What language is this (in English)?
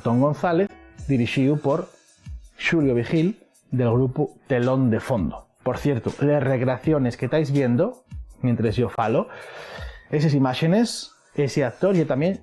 Asturian